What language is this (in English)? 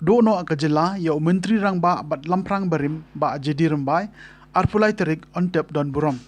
Khasi